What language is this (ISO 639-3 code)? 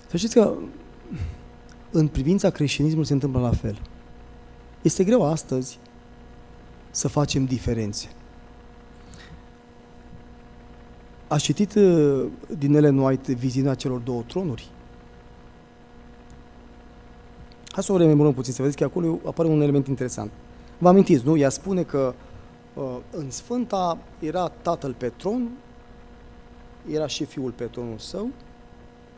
ron